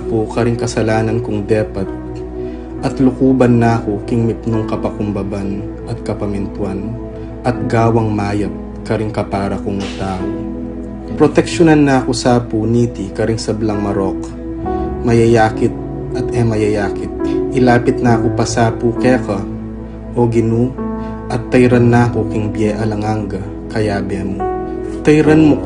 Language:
Pampanga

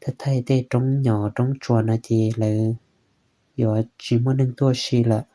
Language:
Hmong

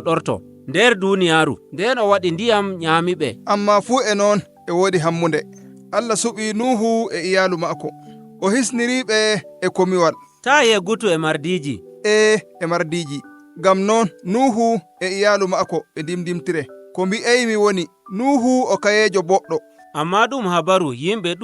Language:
Nigerian Fulfulde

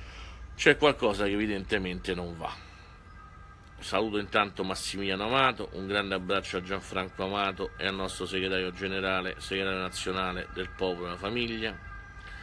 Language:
Italian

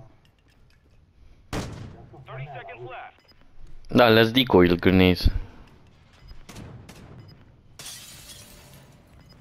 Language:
Romanian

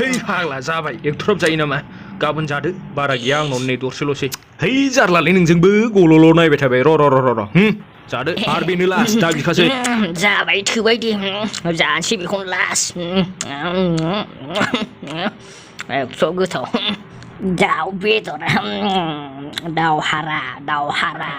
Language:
Bodo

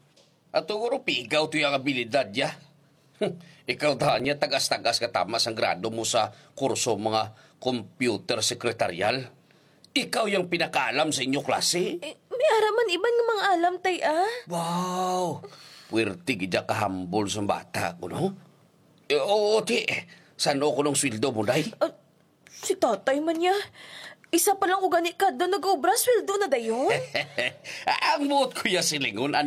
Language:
Hiligaynon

